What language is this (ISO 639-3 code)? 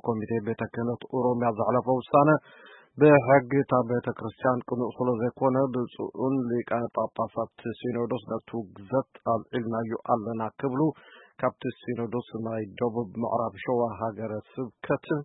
tir